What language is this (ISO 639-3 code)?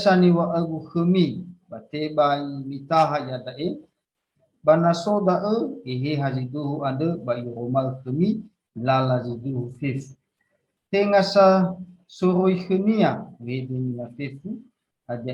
nia